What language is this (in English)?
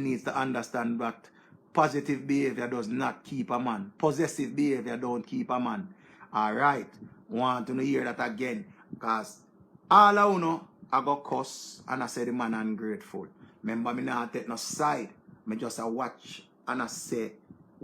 Jamaican Creole English